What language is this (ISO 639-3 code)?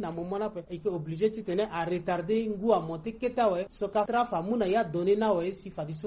sag